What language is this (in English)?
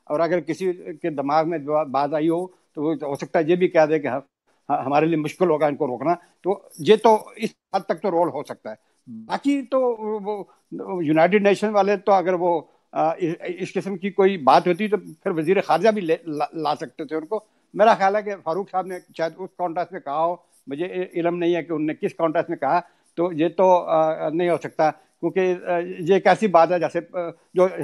Urdu